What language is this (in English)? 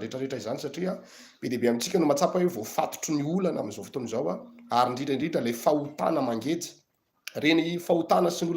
Malagasy